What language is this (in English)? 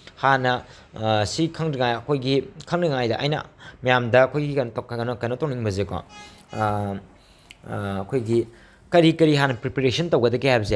Manipuri